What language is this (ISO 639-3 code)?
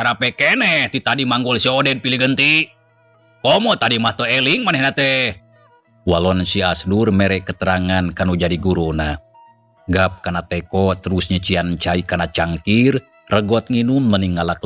sun